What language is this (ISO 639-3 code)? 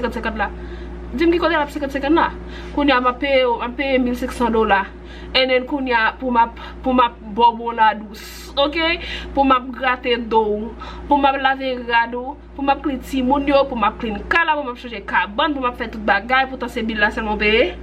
hat